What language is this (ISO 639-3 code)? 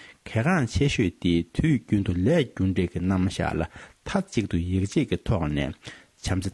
bod